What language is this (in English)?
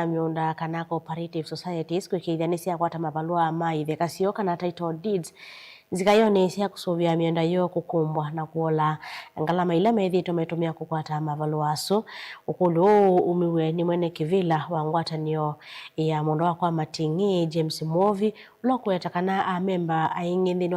Kamba